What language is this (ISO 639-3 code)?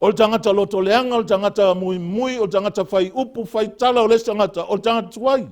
smo